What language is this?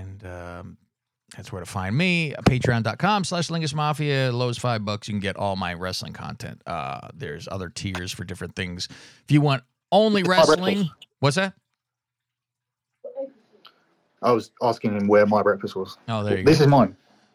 English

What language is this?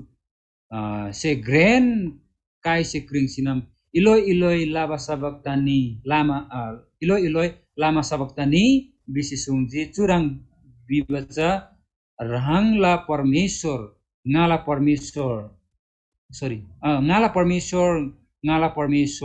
Eastern Tamang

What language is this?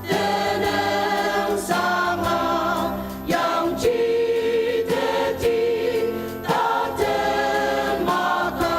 Ao Naga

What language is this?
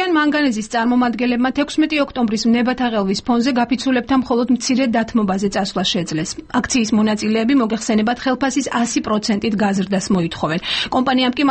Georgian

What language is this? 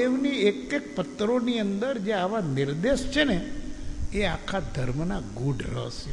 Gujarati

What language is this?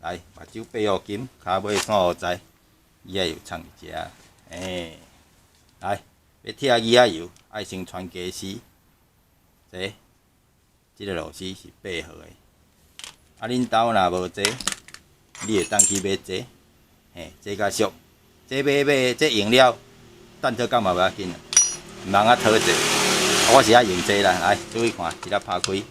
Min Nan Chinese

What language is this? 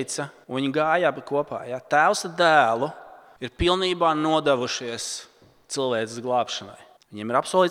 Latvian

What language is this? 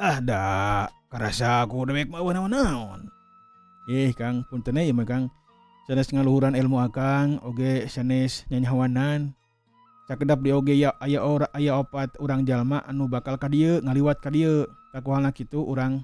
Sundanese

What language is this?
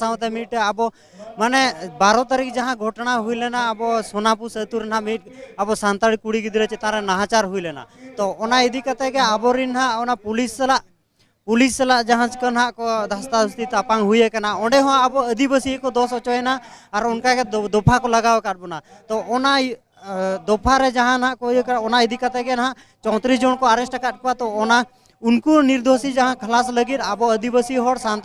Santali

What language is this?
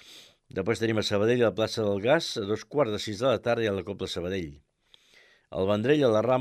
Catalan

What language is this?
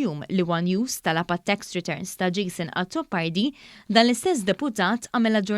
Maltese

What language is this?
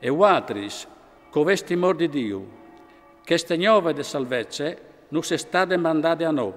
Friulian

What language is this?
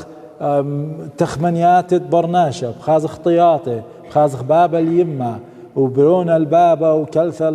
Assyrian Neo-Aramaic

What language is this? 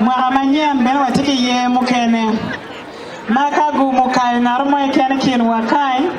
Acoli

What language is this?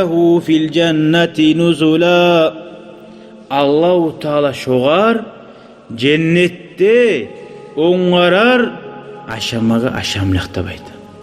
Kumyk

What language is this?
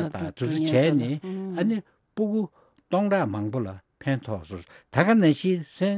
Tibetan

